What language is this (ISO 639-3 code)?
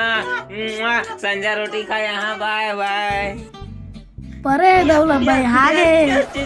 hne